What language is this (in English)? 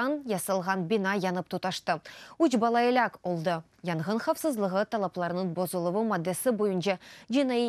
Crimean Tatar